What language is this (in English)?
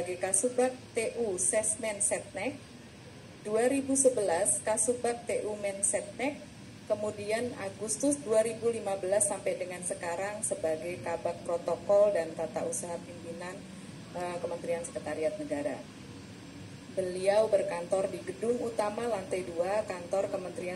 Indonesian